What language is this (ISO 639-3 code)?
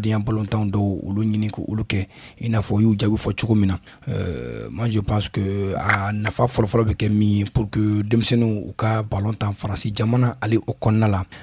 bam